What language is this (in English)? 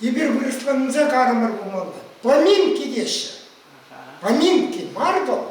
Chuvash